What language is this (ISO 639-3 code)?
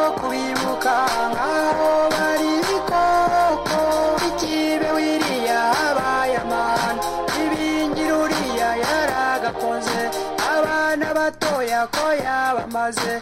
kin